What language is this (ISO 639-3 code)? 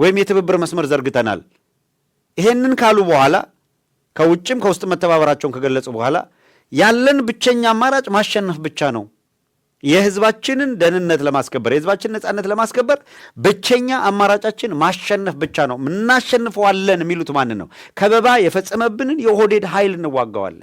amh